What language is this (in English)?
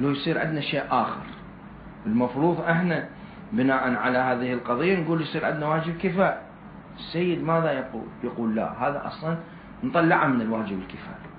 Mesopotamian Arabic